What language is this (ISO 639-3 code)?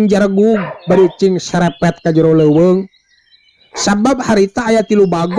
sun